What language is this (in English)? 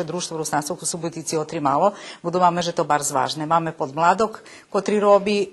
Rusyn